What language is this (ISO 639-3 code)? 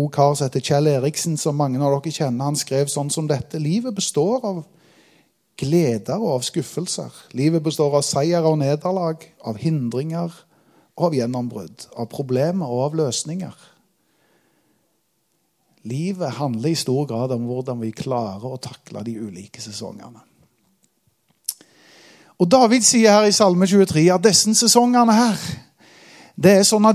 nor